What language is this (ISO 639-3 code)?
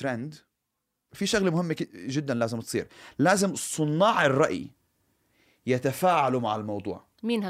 apc